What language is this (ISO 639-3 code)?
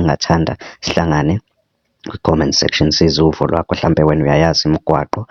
zul